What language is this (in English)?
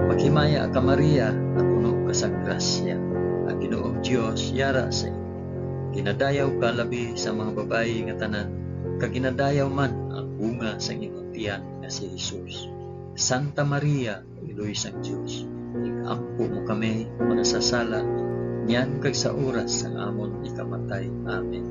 Hiligaynon